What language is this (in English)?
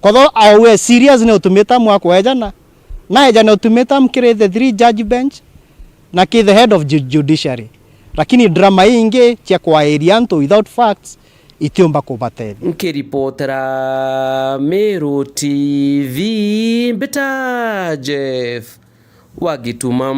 Meru